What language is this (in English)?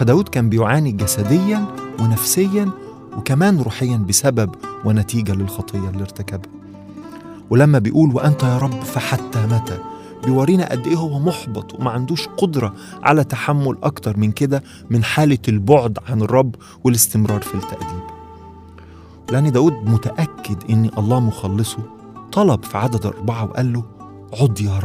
Egyptian Arabic